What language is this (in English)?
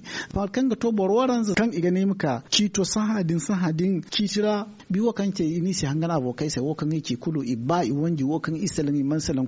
Zarma